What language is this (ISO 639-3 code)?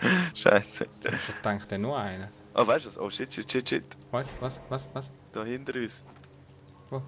gsw